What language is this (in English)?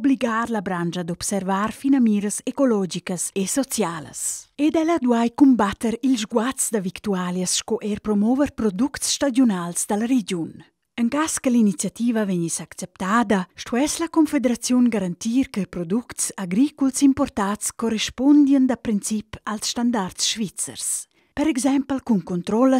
Romansh